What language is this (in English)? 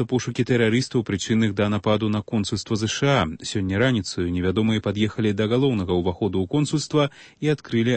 Belarusian